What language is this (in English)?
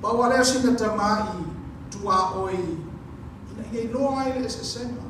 Samoan